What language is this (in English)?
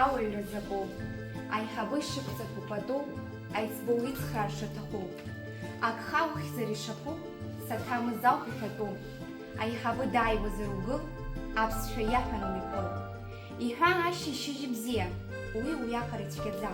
Abkhazian